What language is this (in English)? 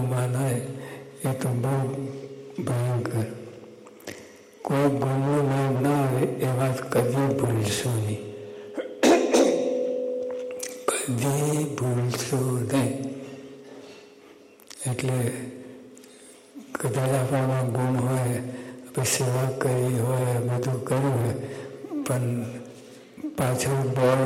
Gujarati